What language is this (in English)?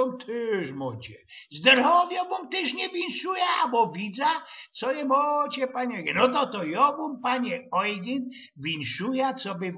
Silesian